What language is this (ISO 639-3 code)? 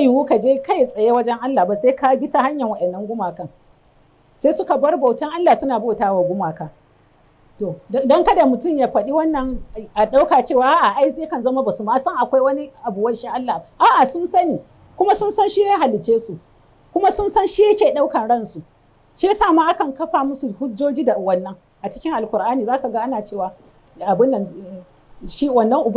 hau